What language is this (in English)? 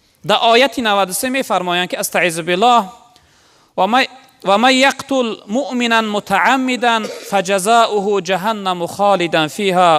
Tajik